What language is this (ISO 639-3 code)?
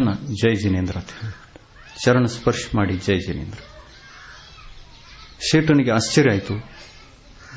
kan